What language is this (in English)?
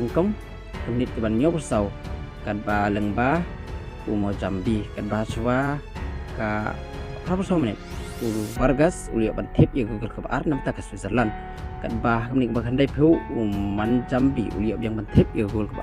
Khasi